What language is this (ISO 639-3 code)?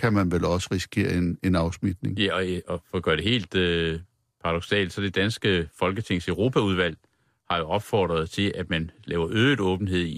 dan